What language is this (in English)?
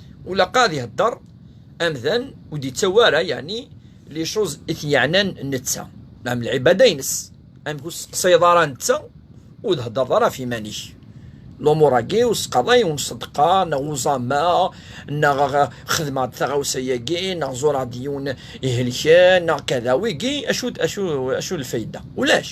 Kabyle